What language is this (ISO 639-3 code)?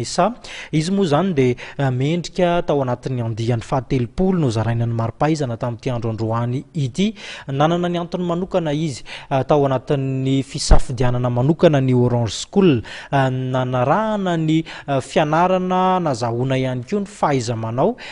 mlg